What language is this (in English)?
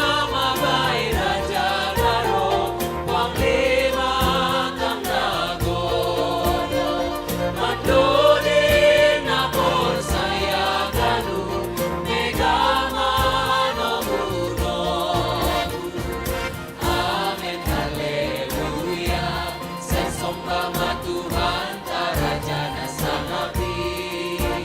Batak Simalungun